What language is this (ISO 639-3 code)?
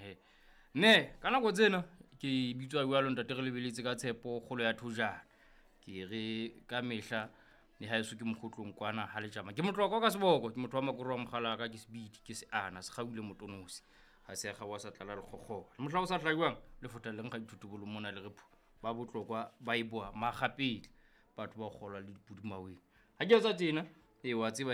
sot